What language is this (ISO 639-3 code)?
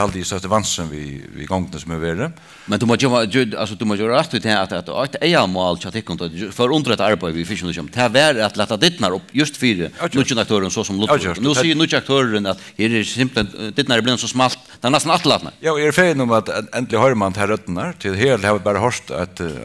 fao